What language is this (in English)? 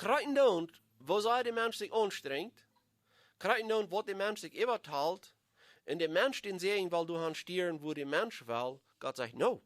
Plautdietsch